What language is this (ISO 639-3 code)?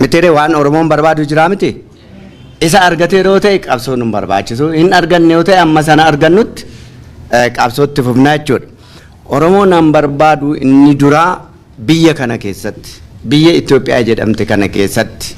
orm